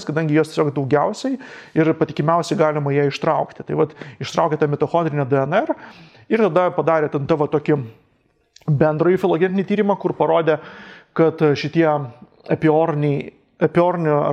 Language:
Lithuanian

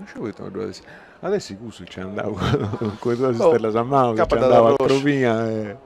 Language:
Sardinian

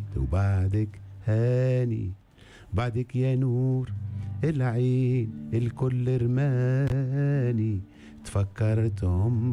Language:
Tunisian Arabic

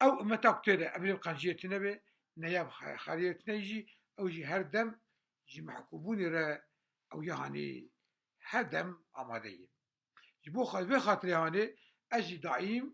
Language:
Kurdish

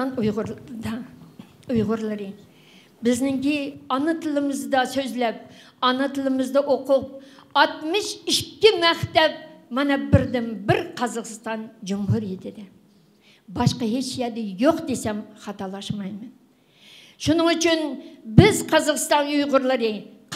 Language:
Uyghur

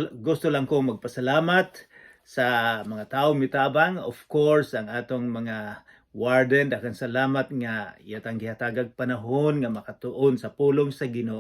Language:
Cebuano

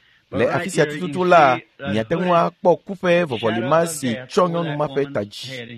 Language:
Ewe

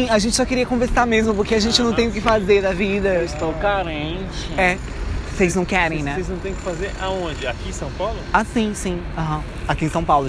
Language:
Portuguese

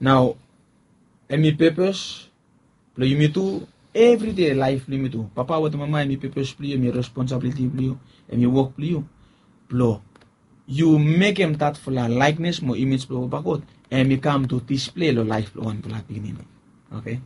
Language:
Bislama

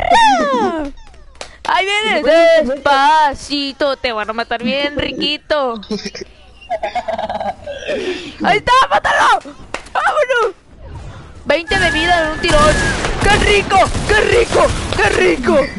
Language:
Spanish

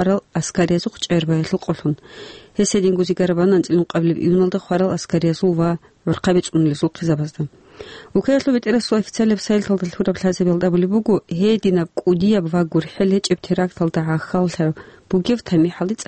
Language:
Avaric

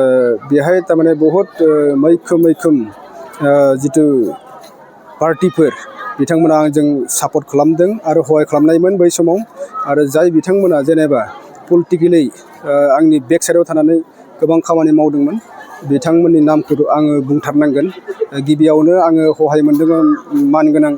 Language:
Bodo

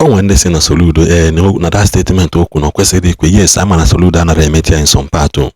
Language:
Igbo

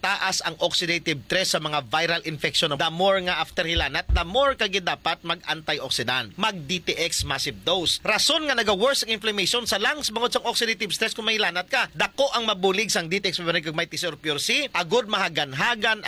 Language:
Hiligaynon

